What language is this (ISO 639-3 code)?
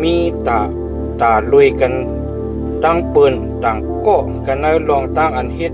shn